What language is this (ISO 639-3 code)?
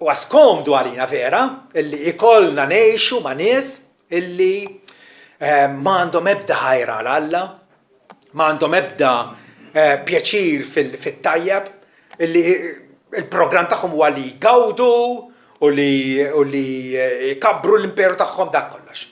mlt